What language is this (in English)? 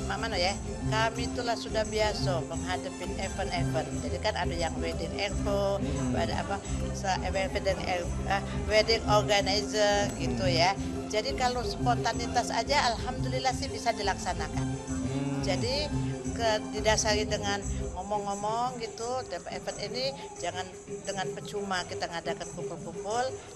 Musi